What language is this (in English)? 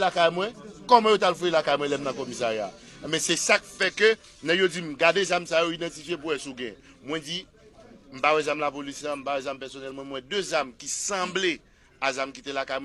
Haitian Creole